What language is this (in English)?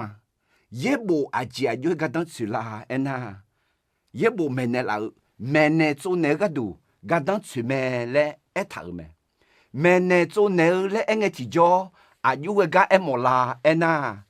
Akha